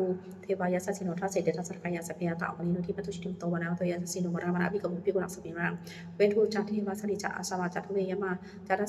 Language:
Pali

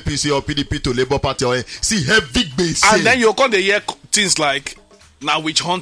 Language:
Nigerian Pidgin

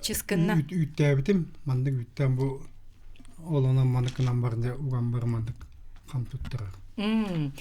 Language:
Yakut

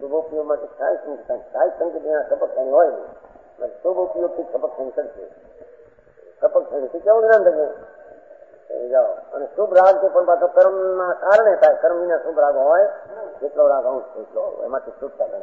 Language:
Gujarati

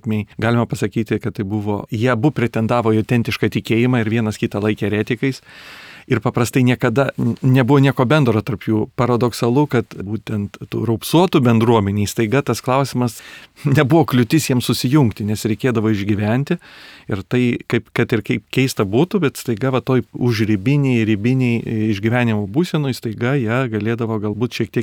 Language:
Lithuanian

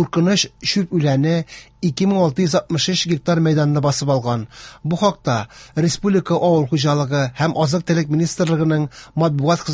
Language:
Tatar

